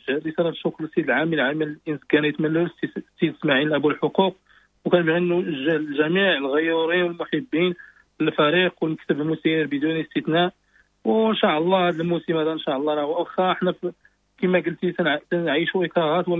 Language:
Moroccan Arabic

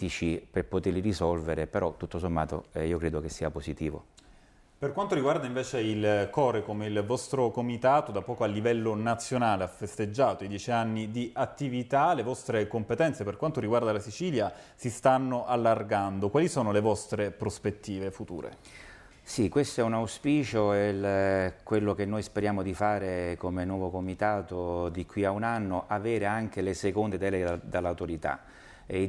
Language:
Italian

